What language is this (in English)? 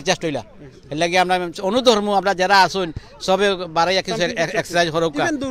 Sylheti